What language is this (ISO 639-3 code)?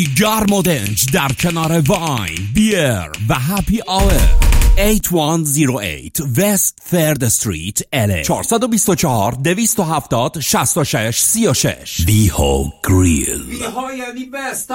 fas